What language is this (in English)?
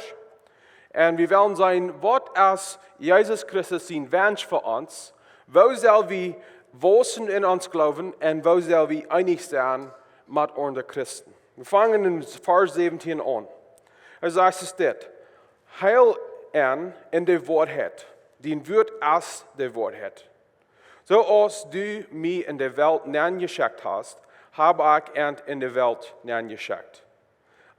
Plautdietsch